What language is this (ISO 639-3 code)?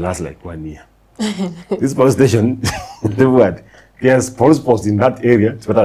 guz